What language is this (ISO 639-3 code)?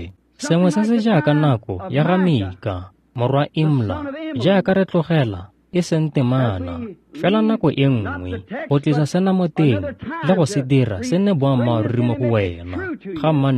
tsn